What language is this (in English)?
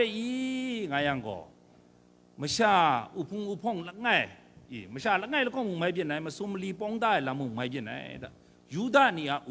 Kachin